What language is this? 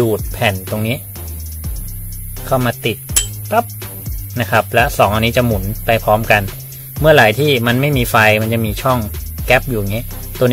Thai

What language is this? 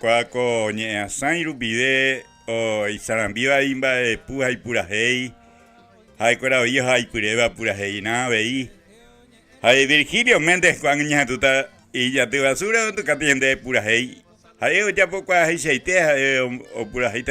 Guarani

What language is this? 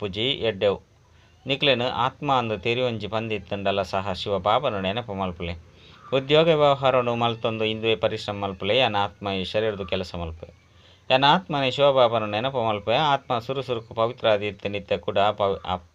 Tulu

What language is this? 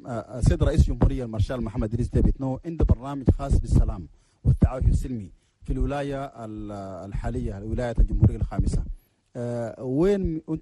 Chadian Arabic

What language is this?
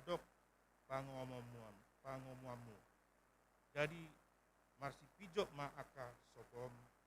Batak Toba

